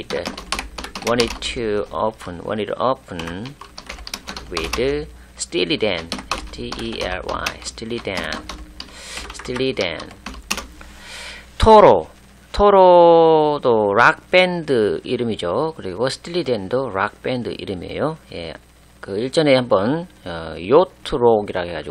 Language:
Korean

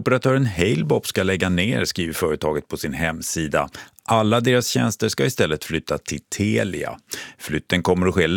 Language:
Swedish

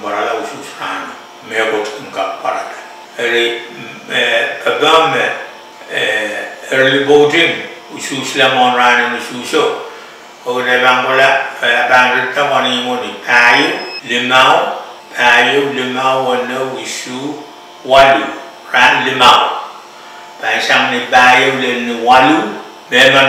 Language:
Pohnpeian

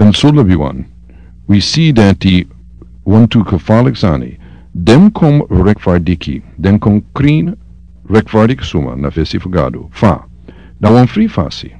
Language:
Sranan Tongo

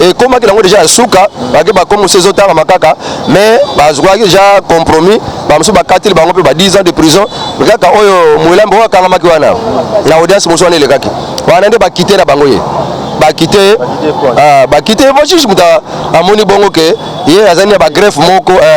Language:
Lingala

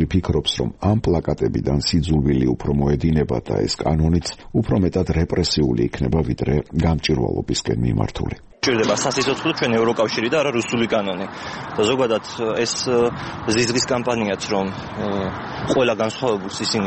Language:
Georgian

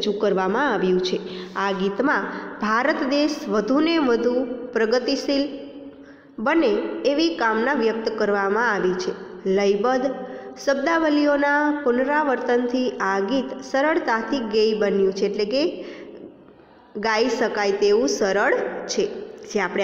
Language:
Gujarati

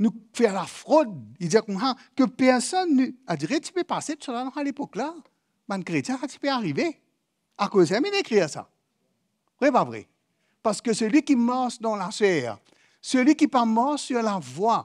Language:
Morisyen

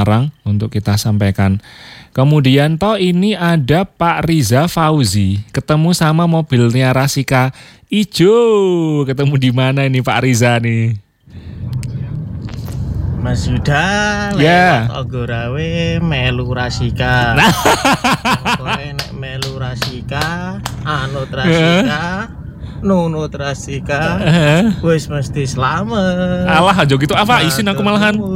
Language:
Indonesian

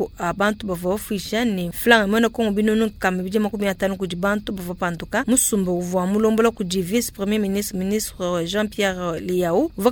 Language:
Luba-Lulua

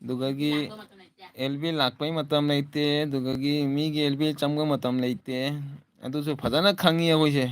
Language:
Manipuri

